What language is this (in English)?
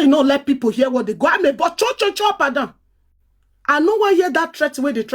Nigerian Pidgin